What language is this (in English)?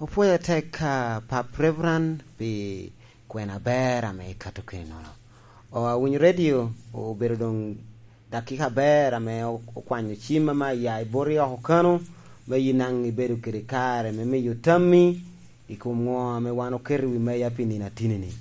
Lango (Uganda)